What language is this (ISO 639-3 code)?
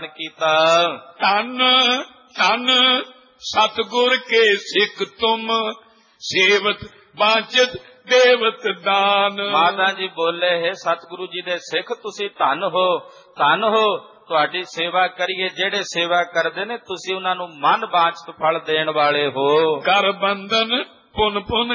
pan